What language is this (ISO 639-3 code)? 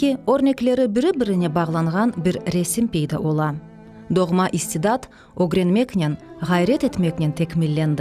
crh